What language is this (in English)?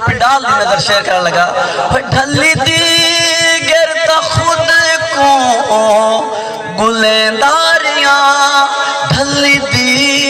Saraiki